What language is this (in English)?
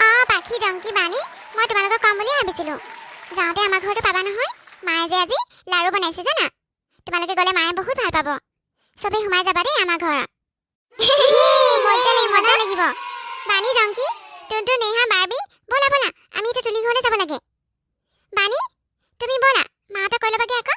Assamese